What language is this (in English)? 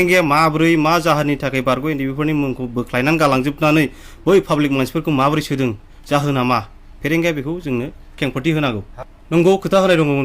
Bodo